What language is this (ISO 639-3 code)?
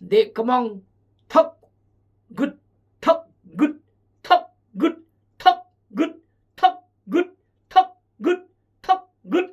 kjg